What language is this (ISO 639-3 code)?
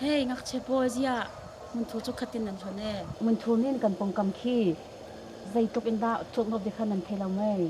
cnh